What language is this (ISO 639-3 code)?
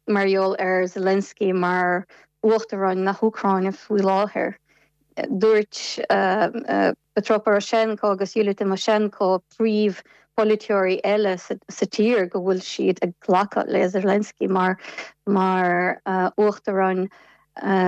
gle